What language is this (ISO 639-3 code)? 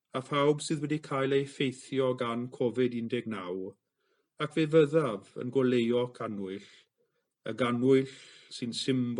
cym